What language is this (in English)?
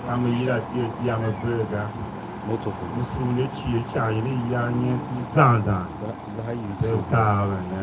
Tiv